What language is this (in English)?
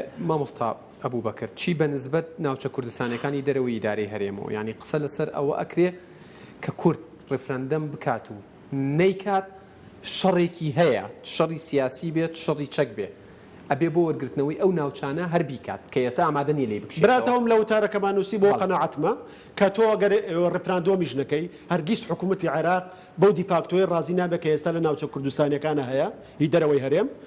Central Kurdish